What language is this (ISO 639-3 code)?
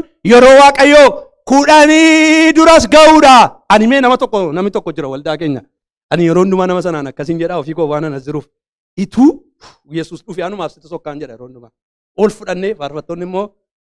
orm